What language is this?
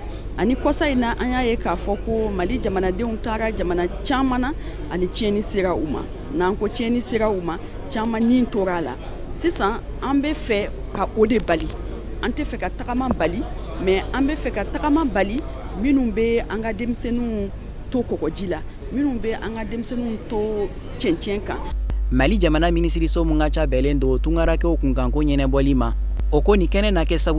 Bambara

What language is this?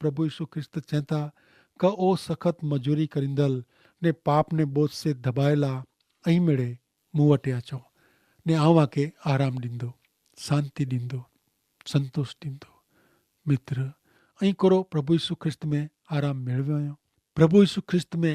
Kachhi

